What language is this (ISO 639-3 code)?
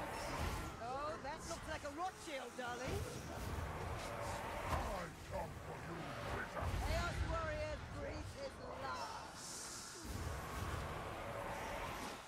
eng